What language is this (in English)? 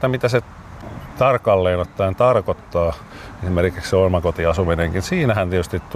Finnish